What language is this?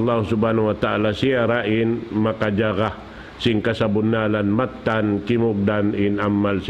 Tausug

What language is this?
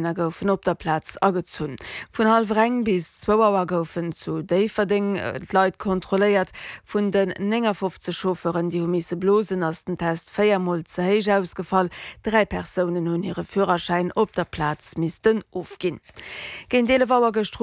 Luxembourgish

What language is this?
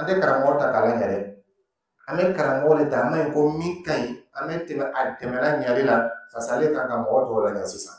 Dyula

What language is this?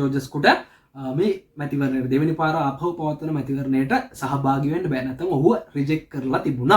Sinhala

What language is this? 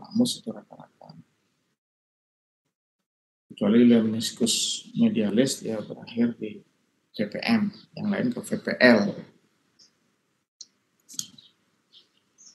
Indonesian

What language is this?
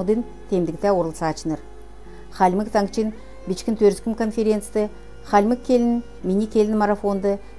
Kalmyk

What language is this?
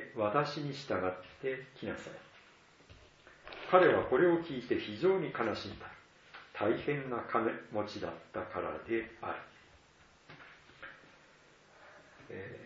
Japanese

